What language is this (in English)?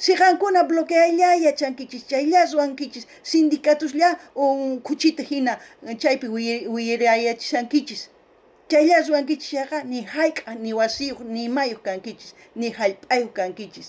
South Bolivian Quechua